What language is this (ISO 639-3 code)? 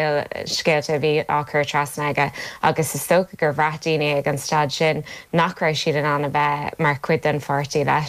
gle